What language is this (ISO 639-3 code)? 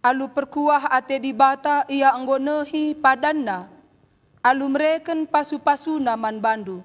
btx